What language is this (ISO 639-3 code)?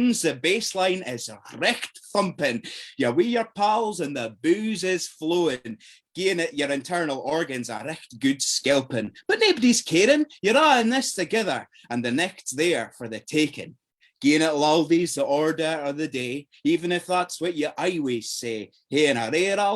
sco